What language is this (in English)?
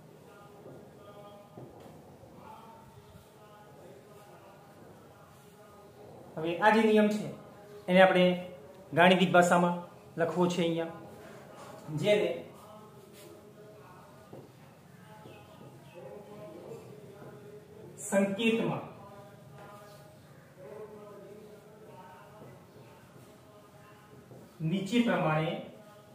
Gujarati